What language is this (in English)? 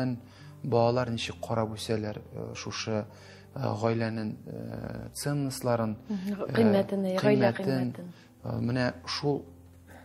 Tatar